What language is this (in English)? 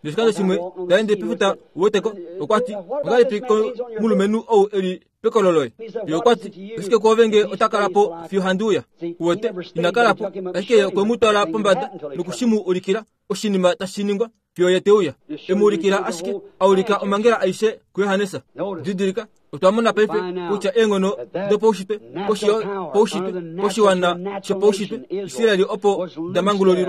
Kuanyama